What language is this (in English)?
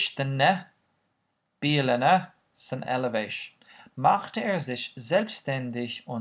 Irish